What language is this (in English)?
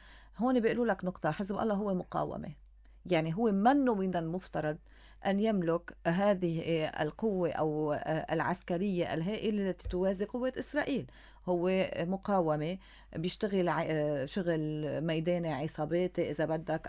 North Levantine Arabic